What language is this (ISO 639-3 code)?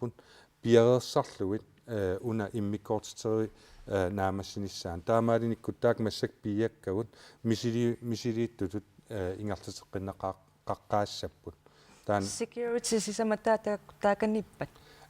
kal